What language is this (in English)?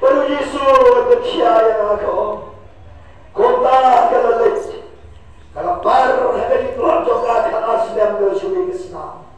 Khasi